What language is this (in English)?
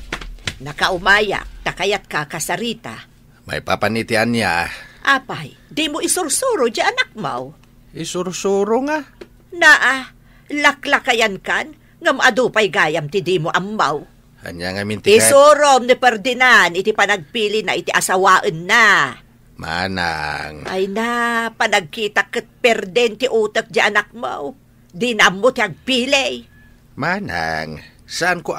Iloko